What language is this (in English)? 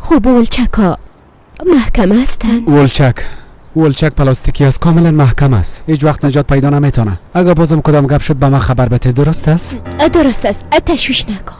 Persian